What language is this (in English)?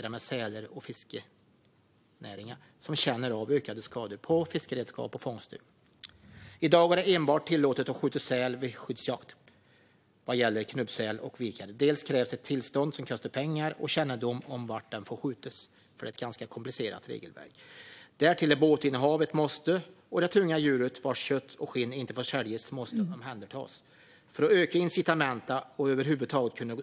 Swedish